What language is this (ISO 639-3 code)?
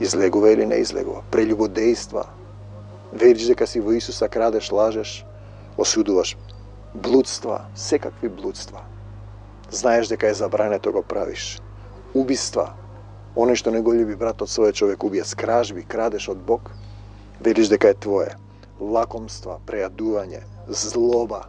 mkd